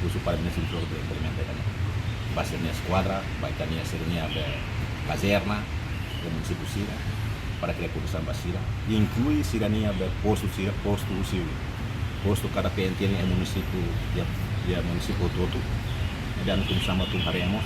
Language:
Tetum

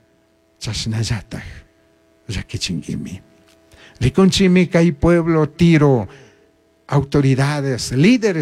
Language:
Chimborazo Highland Quichua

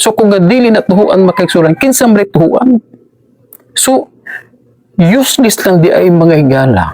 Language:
Cebuano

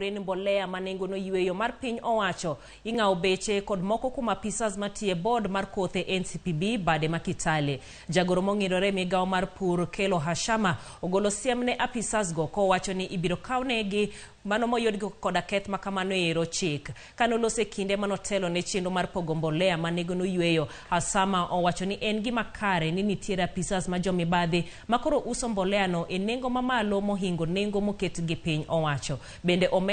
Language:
Luo (Kenya and Tanzania)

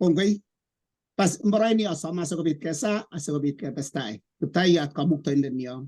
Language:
Kalenjin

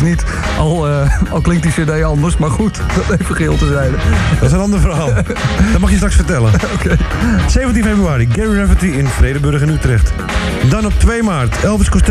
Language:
Dutch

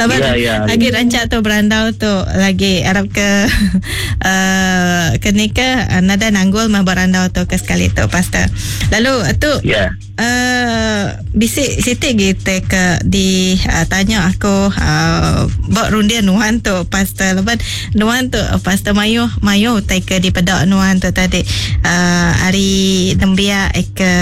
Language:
Iban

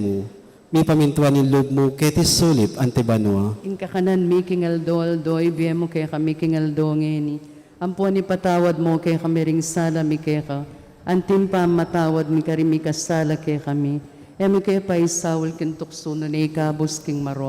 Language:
Pampanga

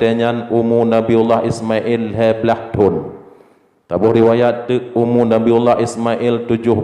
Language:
Achinese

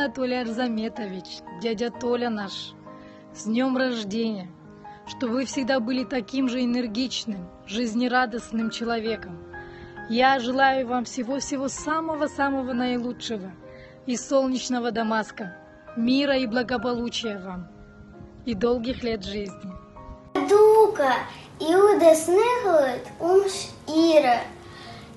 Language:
Abkhazian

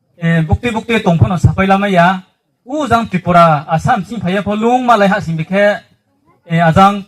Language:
Riang (India)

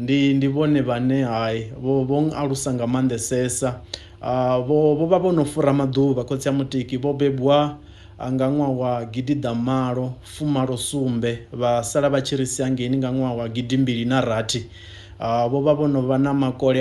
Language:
Venda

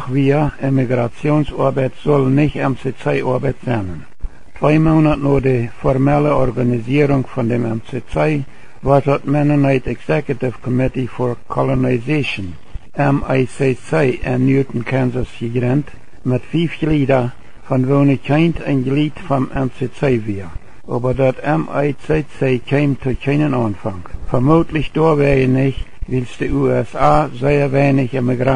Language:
Plautdietsch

